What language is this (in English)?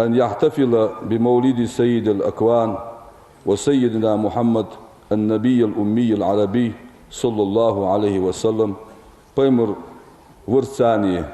Ingush